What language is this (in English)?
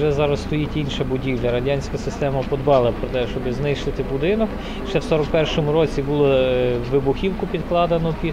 Ukrainian